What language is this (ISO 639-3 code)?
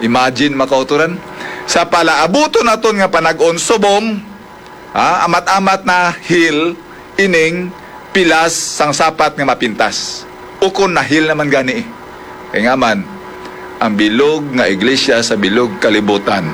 hil